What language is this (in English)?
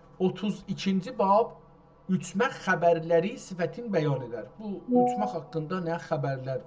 South Azerbaijani